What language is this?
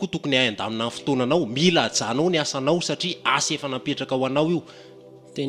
Malagasy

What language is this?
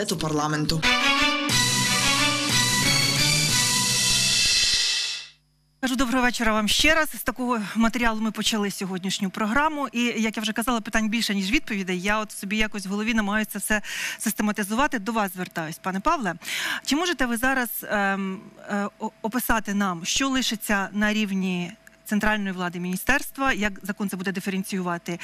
Ukrainian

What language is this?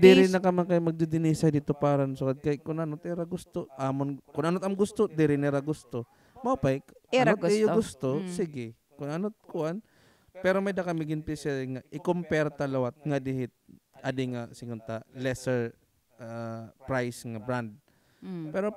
Waray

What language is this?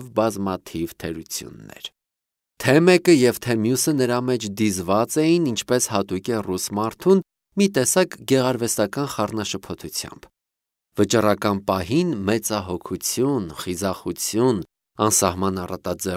Armenian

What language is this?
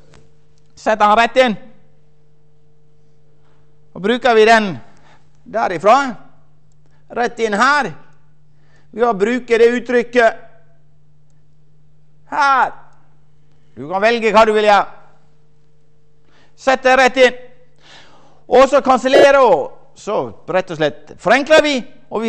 Norwegian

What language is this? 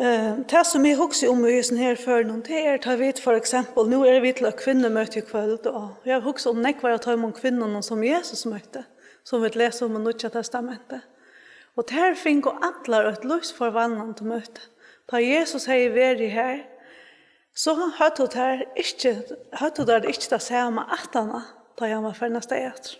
Faroese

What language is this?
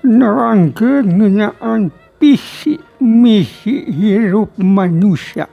Sundanese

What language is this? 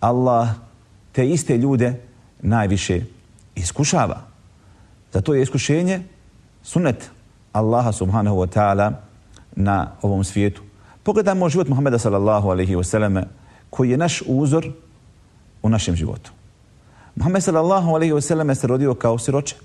Bosnian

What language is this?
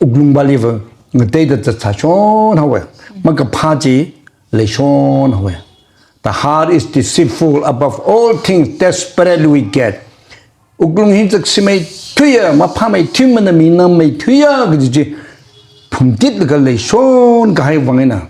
Tangkhul Naga (India)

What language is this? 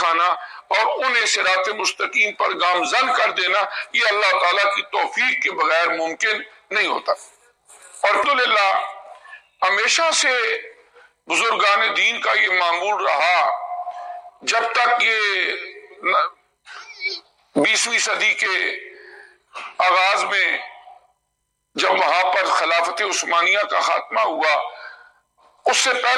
Urdu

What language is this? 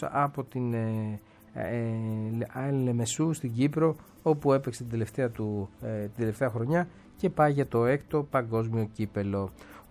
Greek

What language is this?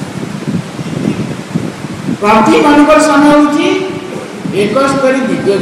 Odia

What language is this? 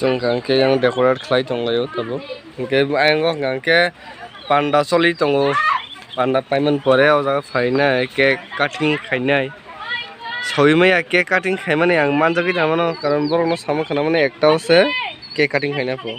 Kok Borok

